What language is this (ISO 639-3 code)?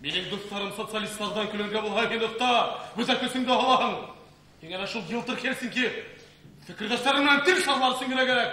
bak